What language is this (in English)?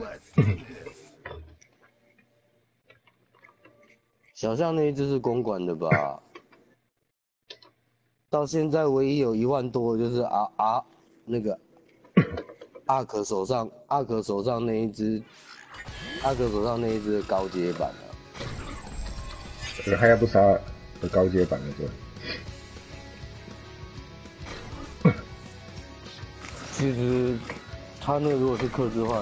Chinese